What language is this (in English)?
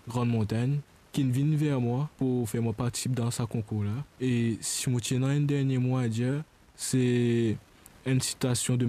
Morisyen